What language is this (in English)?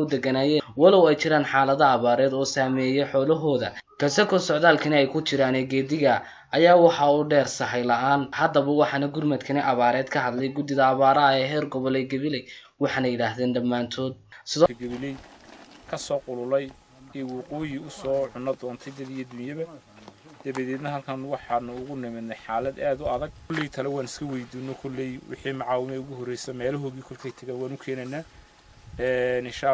Somali